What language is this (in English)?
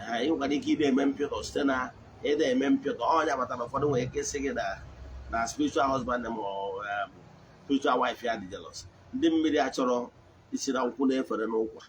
Igbo